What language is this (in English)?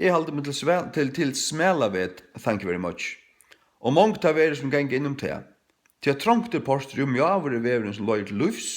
Faroese